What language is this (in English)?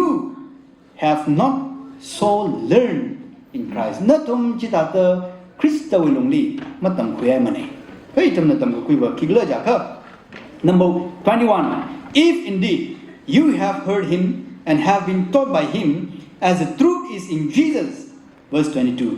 Tangkhul Naga (India)